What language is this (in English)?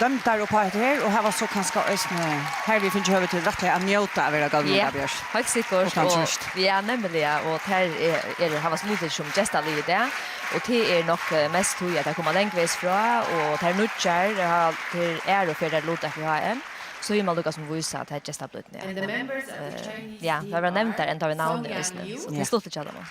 Faroese